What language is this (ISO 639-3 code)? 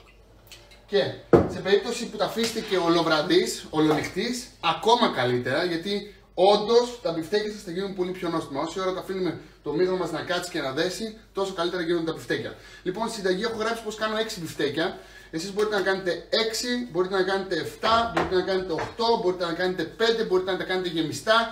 ell